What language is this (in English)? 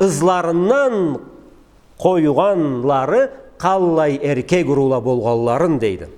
Karachay-Balkar